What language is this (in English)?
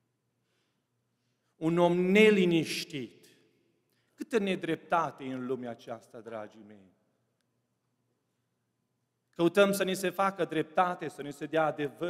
Romanian